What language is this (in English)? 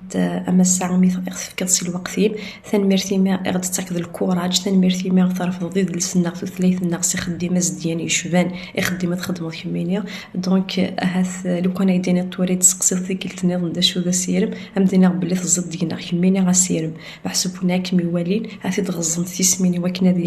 Kabyle